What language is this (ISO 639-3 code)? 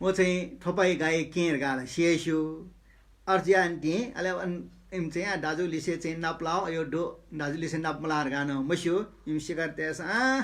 new